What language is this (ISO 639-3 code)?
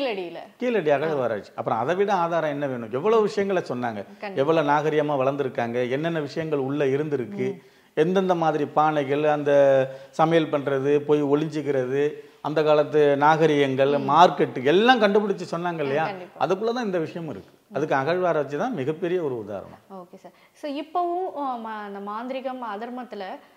tam